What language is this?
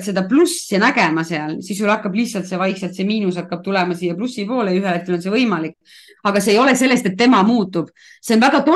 Estonian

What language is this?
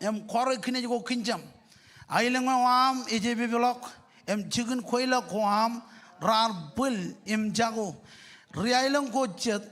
Marshallese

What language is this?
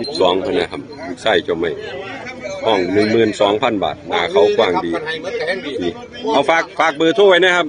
Northeastern Thai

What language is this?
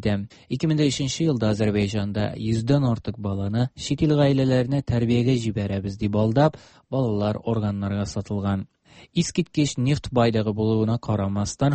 Tatar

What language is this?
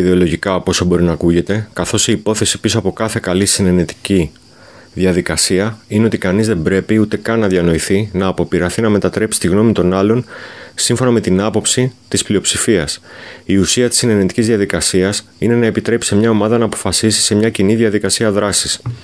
Greek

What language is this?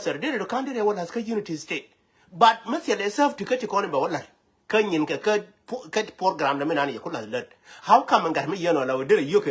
Nuer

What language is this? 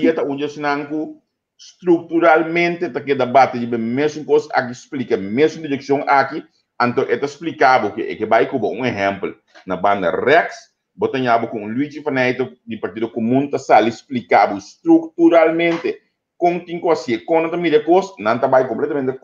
Papiamento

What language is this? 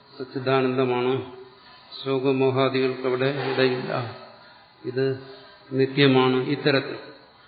Malayalam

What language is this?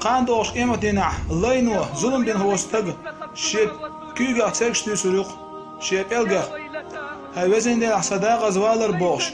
Chechen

